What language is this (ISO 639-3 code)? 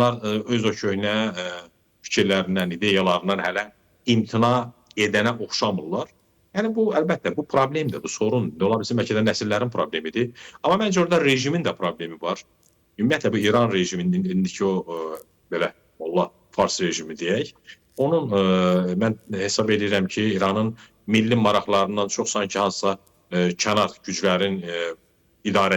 aze